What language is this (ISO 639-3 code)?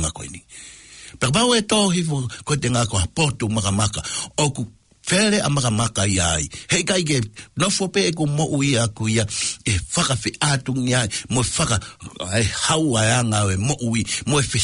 ton